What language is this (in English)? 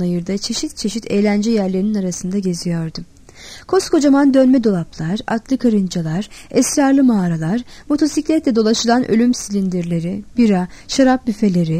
Turkish